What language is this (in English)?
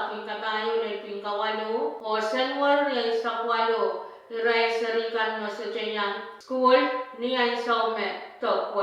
Pohnpeian